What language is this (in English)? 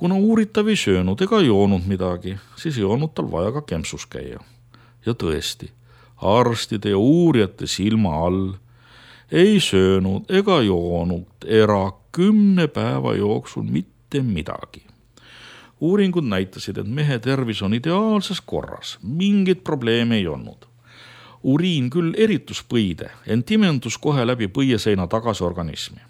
Estonian